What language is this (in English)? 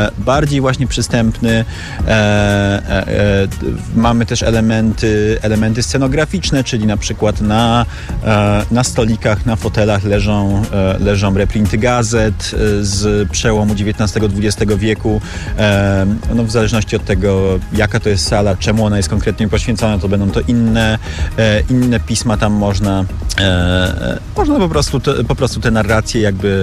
Polish